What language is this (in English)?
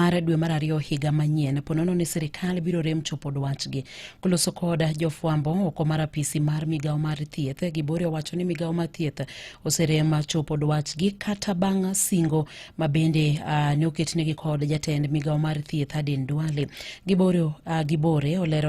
Luo (Kenya and Tanzania)